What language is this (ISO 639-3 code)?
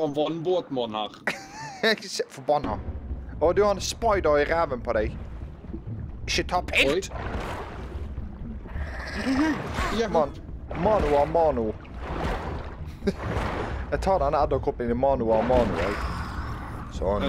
nor